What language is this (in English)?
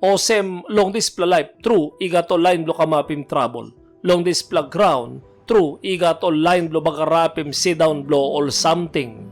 Tok Pisin